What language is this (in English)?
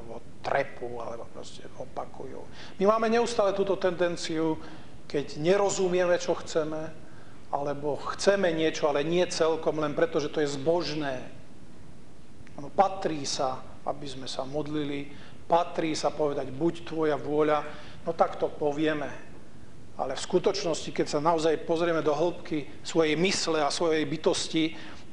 Slovak